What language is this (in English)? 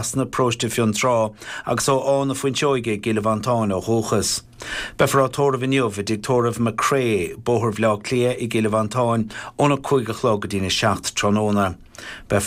Irish